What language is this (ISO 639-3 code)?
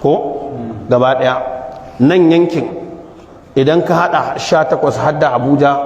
hau